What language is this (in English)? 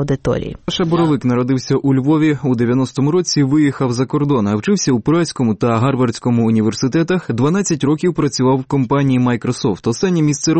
Ukrainian